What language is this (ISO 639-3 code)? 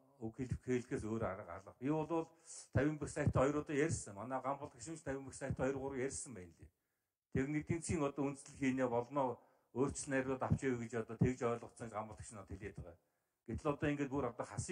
mon